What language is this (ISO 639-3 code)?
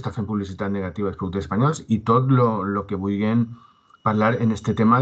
cat